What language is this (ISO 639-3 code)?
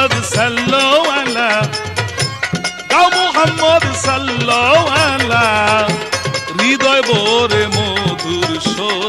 ben